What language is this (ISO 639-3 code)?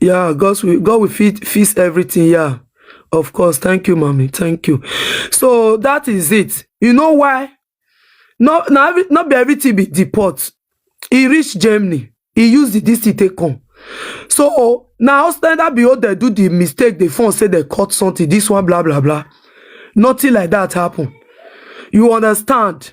pcm